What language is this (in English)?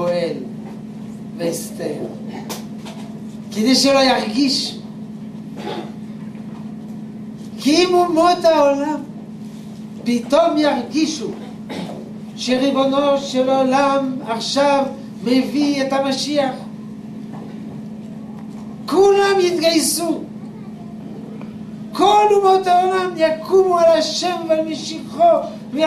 Hebrew